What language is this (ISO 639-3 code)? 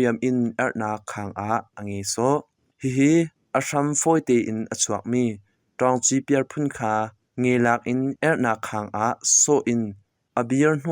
cnh